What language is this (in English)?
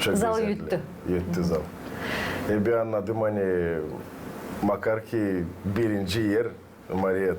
Gagauz